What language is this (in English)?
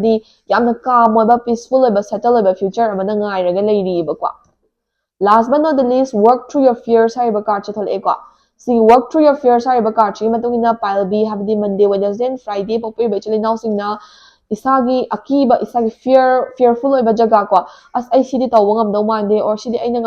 Manipuri